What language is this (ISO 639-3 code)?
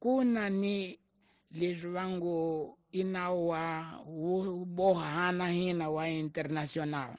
tso